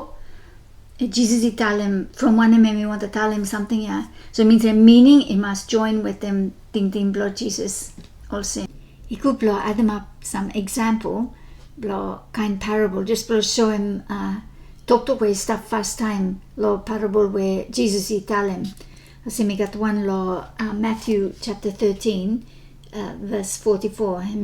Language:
Bislama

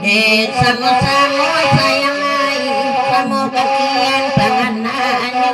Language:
Minangkabau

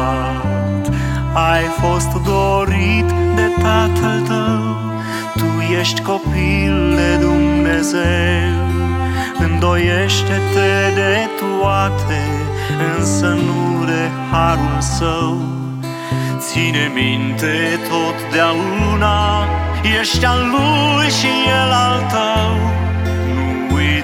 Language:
Romanian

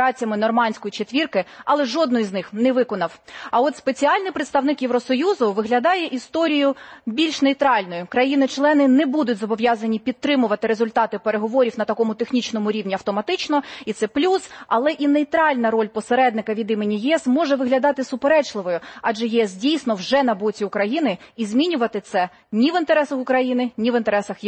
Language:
Ukrainian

